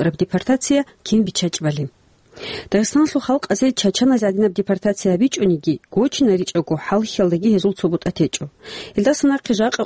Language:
Avaric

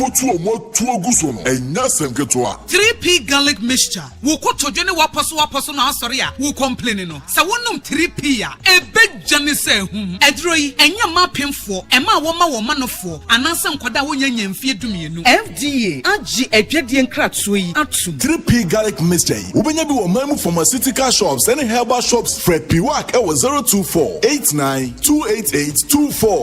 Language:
Akan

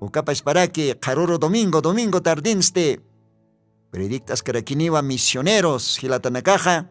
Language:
Aymara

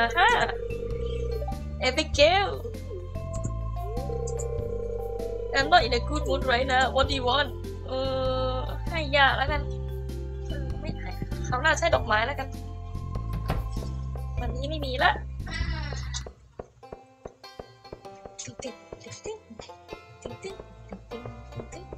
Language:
Thai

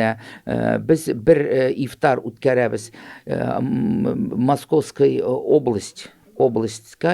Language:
Tatar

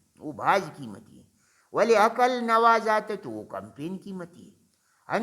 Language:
Brahui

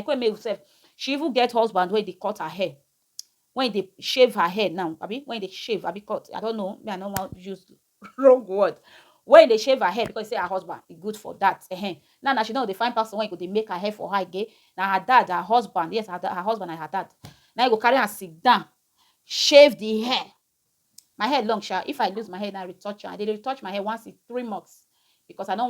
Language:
Nigerian Pidgin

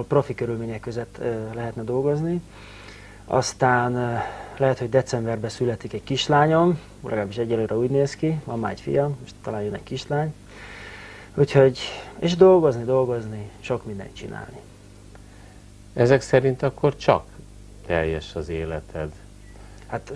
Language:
Hungarian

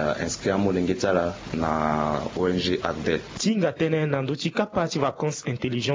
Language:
Sango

